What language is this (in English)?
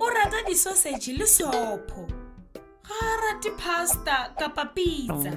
Southern Sotho